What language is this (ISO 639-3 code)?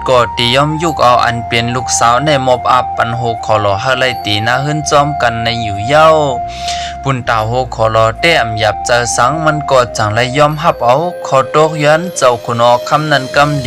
shn